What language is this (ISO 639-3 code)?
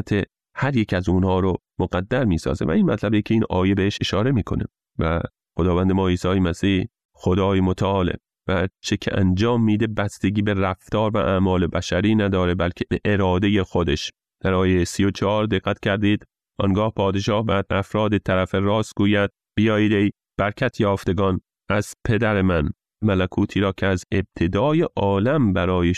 fas